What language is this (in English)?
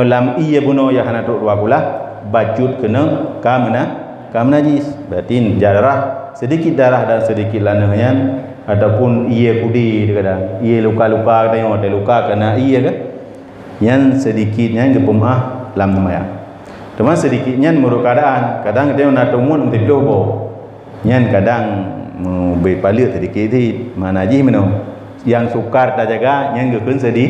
Achinese